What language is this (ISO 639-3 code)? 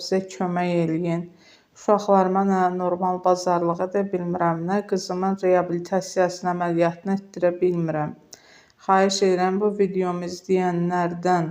aze